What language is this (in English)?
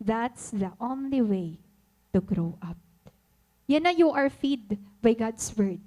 Waray